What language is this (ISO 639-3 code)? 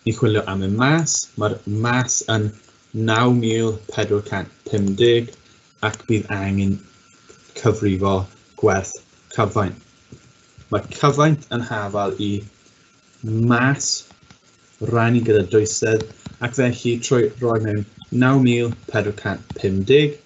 cym